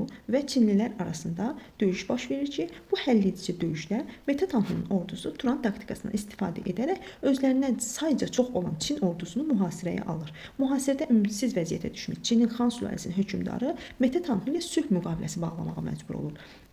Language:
Azerbaijani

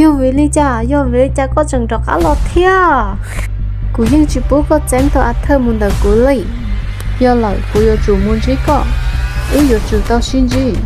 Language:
Hmong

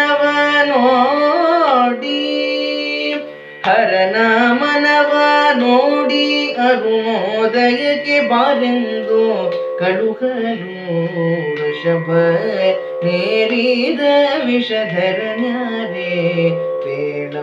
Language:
Kannada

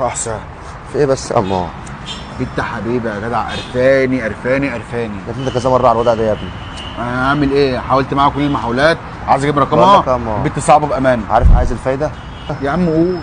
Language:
Egyptian Arabic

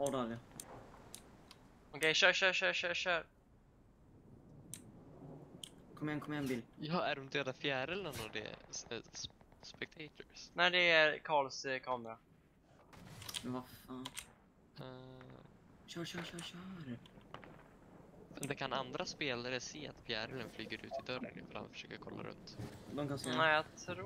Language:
Swedish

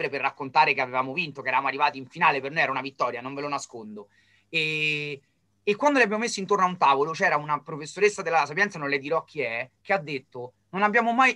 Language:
Italian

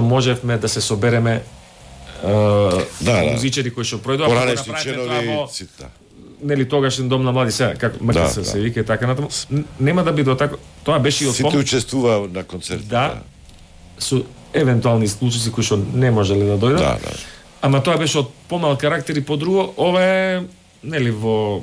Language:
Macedonian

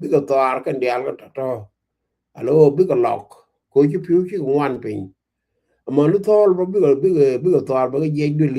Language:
Nuer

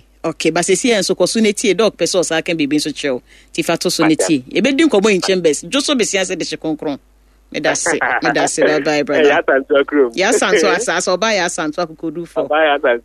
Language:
Akan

